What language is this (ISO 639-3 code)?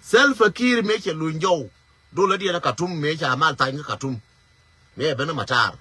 nus